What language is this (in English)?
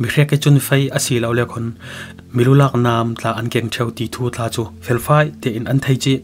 Falam Chin